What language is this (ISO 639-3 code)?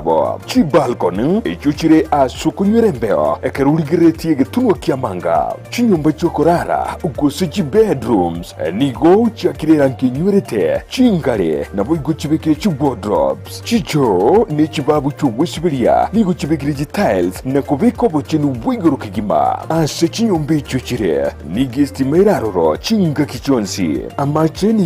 guz